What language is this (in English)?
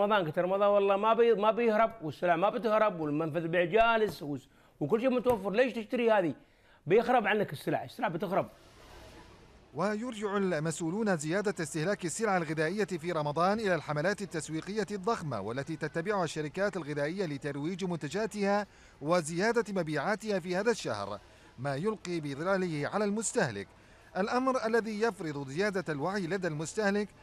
Arabic